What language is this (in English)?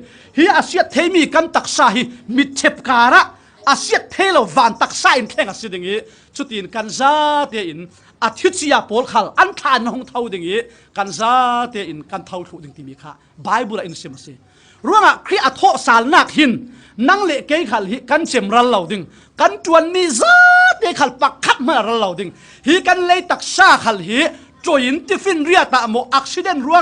Falam Chin